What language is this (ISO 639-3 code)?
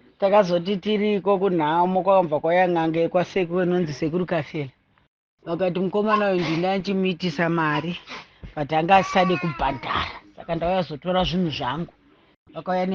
sna